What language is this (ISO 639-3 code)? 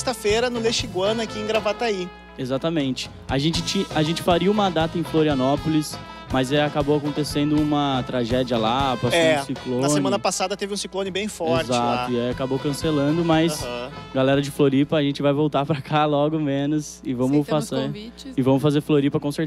por